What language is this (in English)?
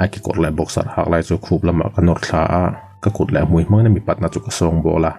Mizo